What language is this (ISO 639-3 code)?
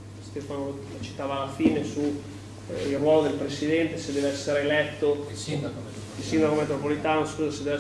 ita